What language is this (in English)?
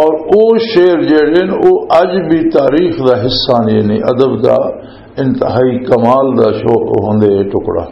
Western Panjabi